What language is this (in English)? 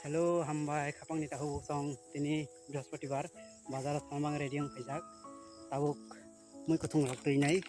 Kok Borok